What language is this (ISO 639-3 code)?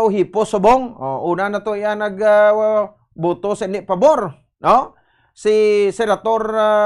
hil